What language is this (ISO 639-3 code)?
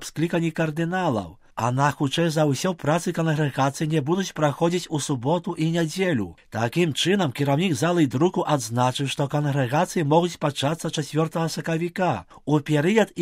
bel